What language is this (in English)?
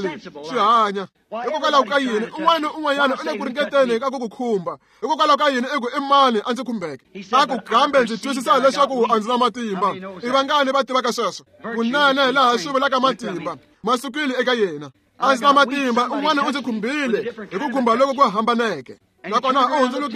Tsonga